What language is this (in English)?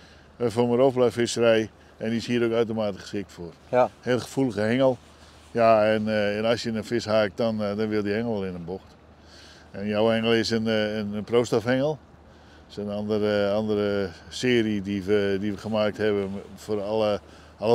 Dutch